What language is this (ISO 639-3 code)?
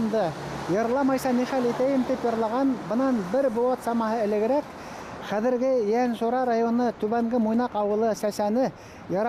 bak